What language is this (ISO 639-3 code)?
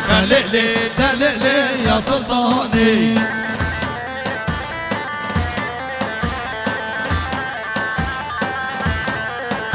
kur